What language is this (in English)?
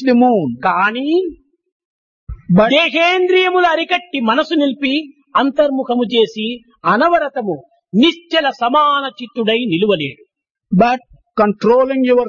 Telugu